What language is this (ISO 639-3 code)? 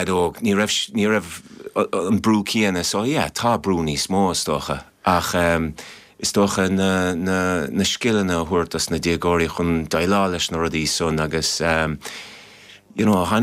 gle